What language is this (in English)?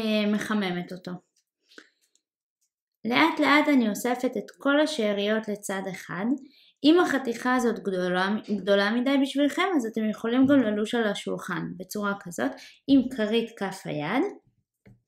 Hebrew